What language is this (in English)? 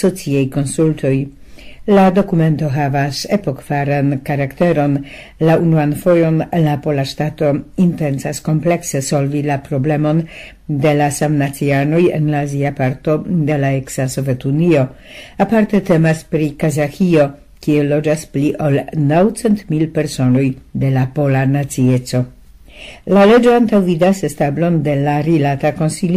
Esperanto